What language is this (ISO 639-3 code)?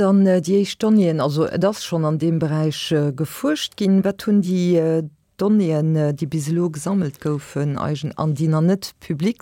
ltz